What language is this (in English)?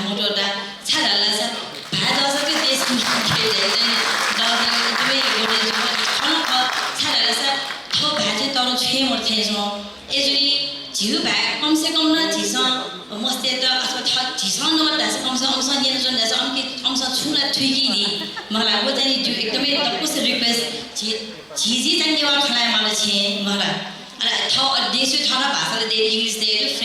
Newari